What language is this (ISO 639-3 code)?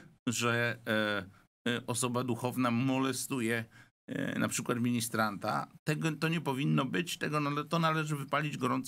pol